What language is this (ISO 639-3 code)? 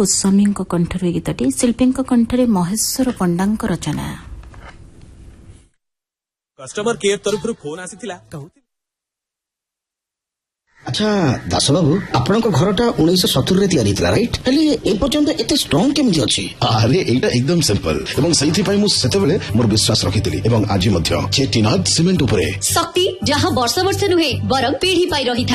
ori